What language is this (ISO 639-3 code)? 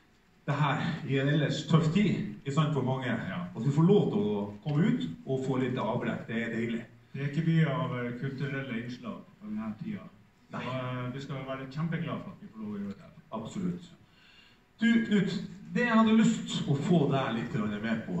nor